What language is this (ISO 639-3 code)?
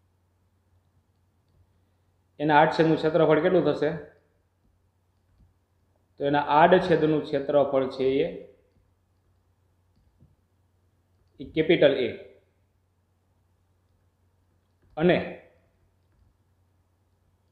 guj